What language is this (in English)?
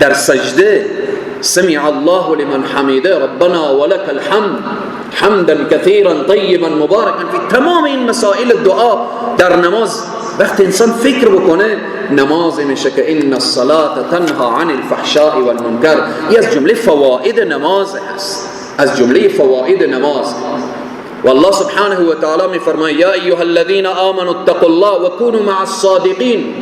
Persian